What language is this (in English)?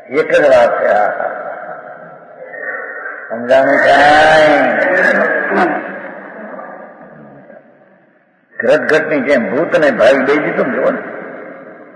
Gujarati